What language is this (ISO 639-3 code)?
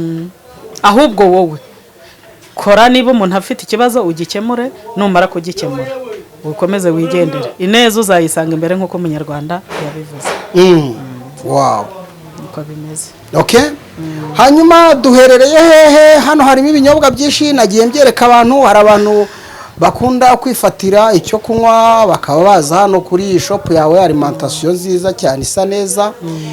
kin